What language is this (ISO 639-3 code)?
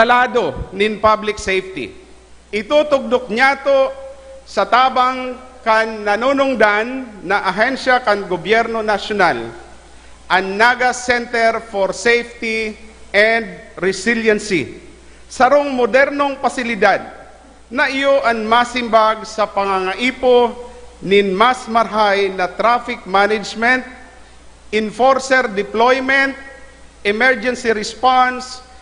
bik